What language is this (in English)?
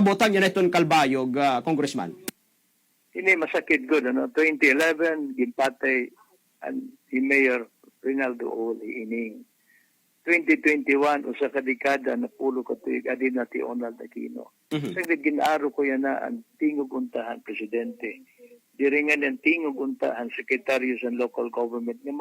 Waray